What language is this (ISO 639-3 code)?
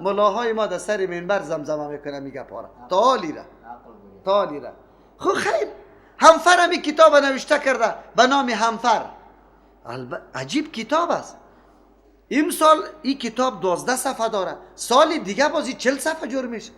fas